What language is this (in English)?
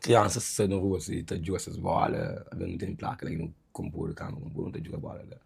Kabuverdianu